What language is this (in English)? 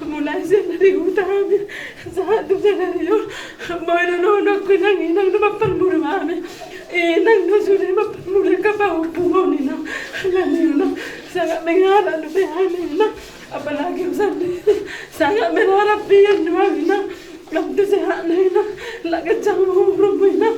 Batak Toba